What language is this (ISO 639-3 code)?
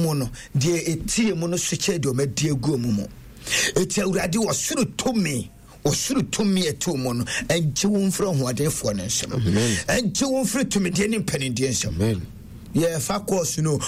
aka